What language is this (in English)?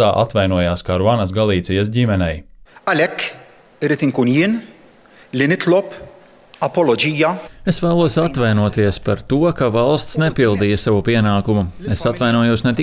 Latvian